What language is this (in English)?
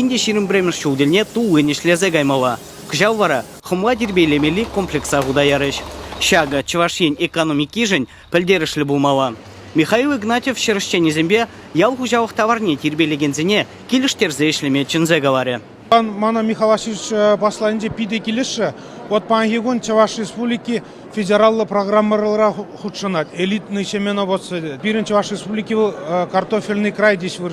Chuvash